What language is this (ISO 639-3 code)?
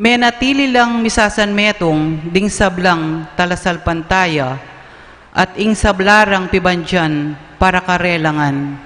pam